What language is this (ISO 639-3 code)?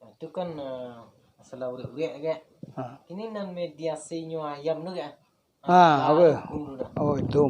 min